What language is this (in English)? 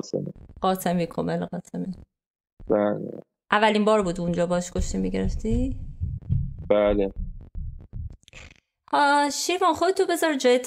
Persian